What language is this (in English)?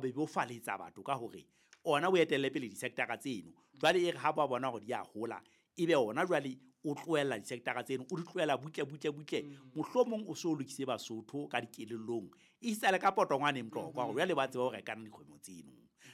Southern Sotho